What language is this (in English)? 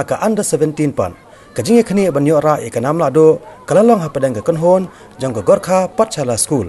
Khasi